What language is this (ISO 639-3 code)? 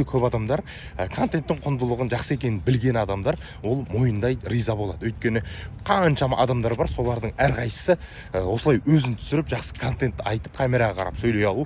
kaz